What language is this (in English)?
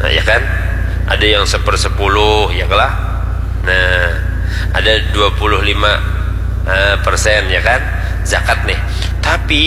Banjar